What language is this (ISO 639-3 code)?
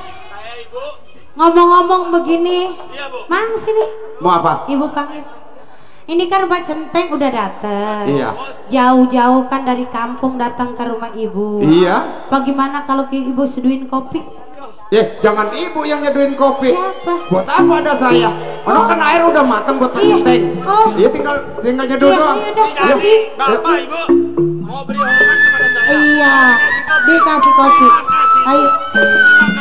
bew